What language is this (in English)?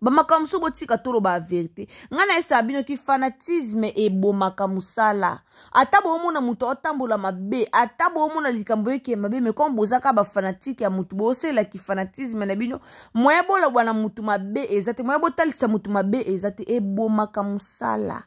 Lingala